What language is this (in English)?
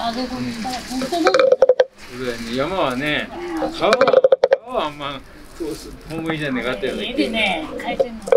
Japanese